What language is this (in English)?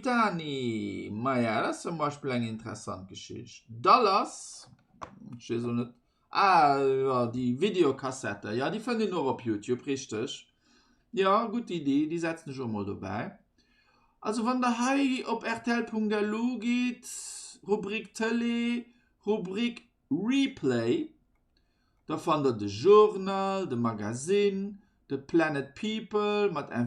Luxembourgish